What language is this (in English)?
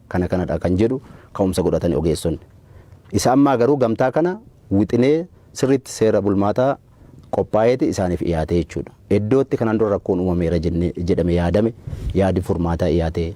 Oromo